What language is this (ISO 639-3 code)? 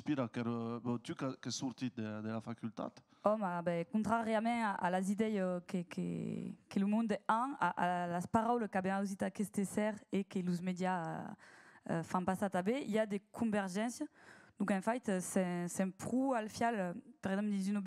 oci